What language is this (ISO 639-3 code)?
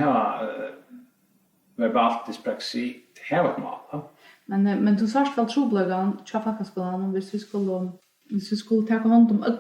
fao